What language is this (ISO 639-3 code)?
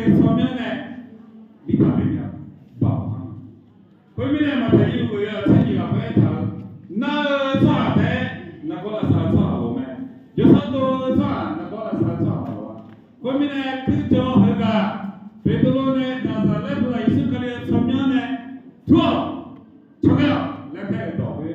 ahk